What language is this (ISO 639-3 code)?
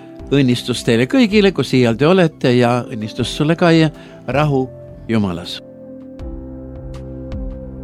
est